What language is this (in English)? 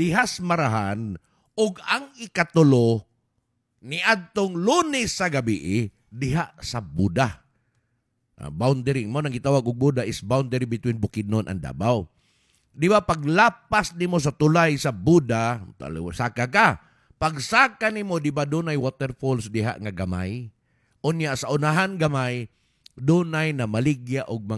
Cebuano